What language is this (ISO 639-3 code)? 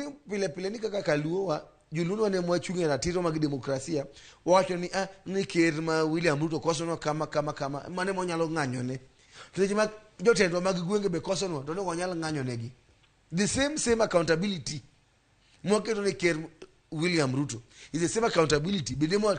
luo